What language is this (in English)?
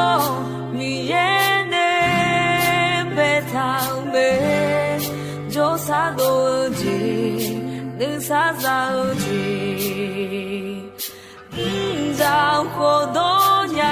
Akha